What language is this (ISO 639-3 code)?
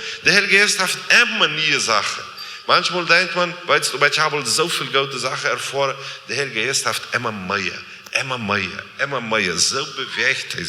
pdt